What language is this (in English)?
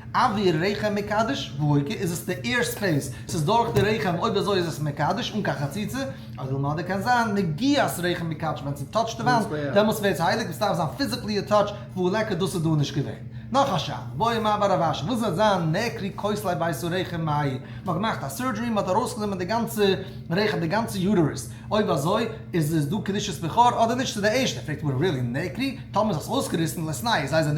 Yiddish